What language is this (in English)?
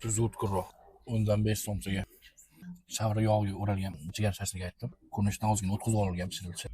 Uzbek